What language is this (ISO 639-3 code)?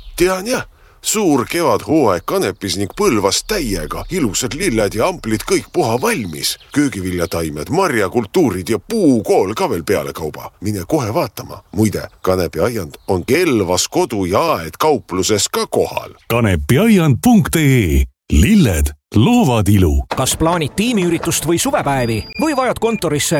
est